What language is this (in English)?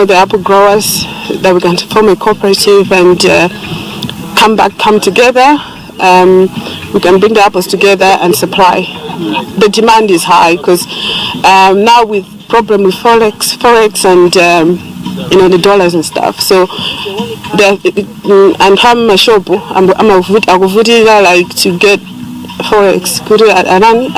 Nyanja